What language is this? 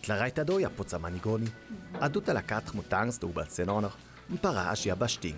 Ladin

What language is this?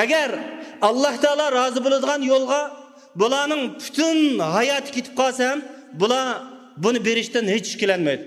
Uyghur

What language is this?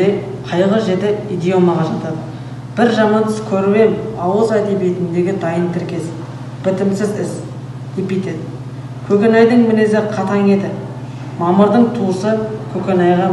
Kazakh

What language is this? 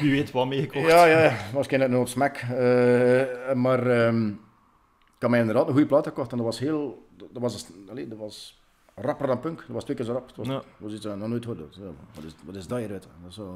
Dutch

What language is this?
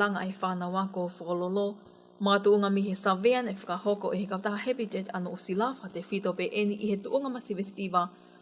Tongan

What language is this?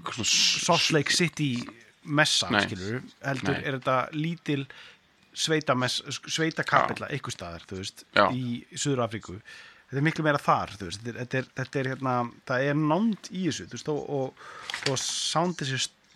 Icelandic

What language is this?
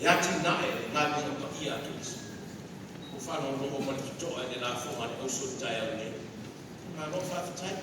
Samoan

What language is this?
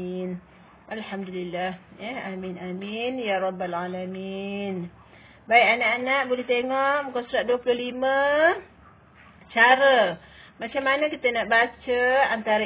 Malay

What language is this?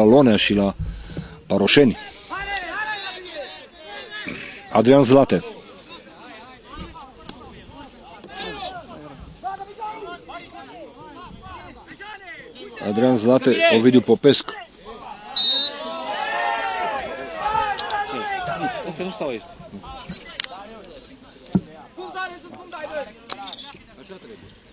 Romanian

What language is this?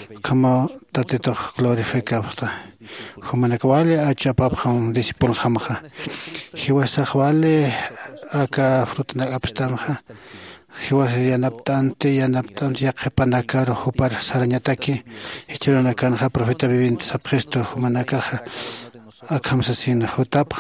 Aymara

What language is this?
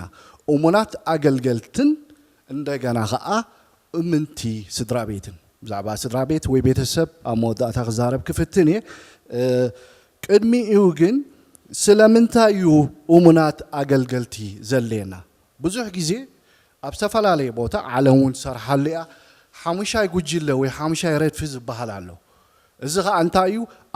Tigrinya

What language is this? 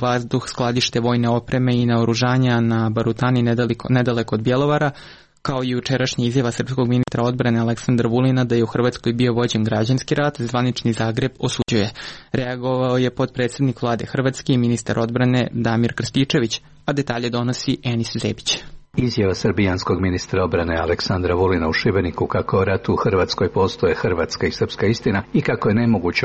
Serbian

